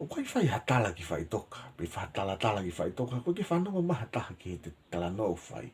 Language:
Tongan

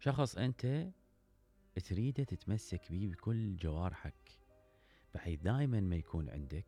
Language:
Mesopotamian Arabic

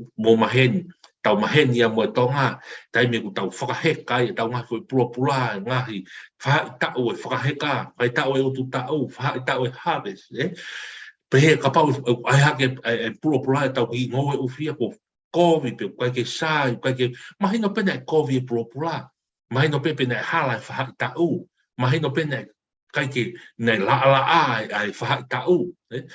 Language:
Tongan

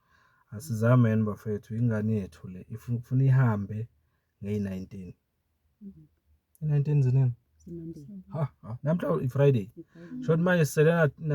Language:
Zulu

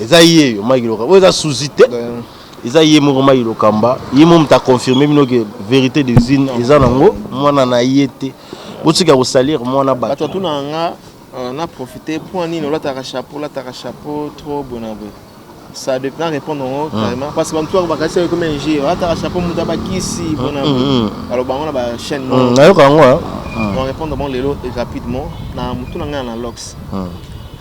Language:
Lingala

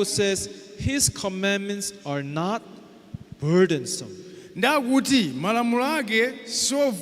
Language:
Nyanja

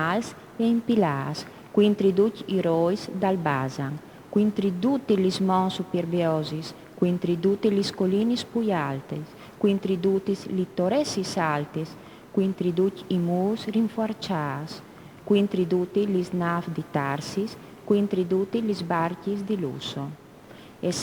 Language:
Friulian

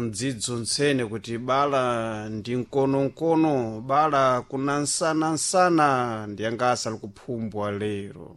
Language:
Sena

